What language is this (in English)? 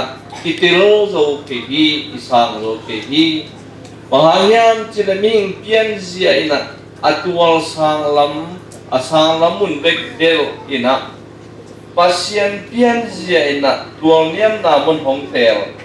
Tedim Chin